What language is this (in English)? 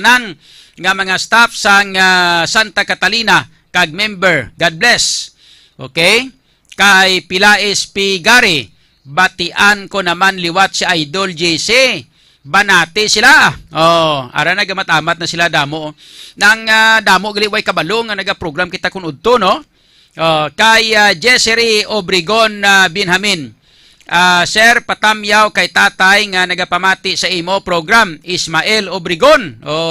Hiligaynon